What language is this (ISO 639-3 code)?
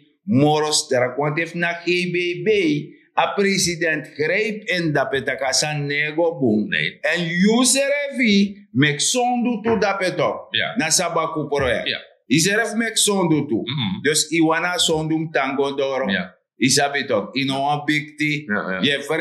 srn